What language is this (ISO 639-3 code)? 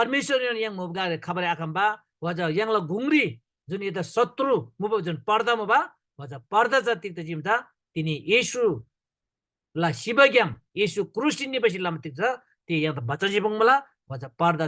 taj